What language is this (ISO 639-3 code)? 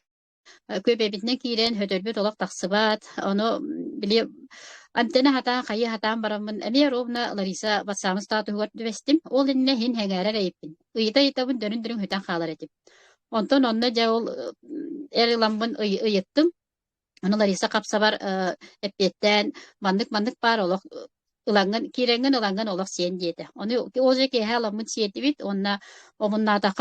sah